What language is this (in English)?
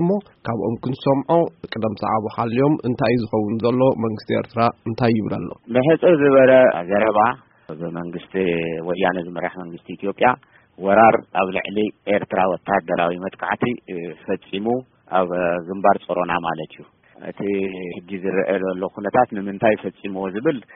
Tigrinya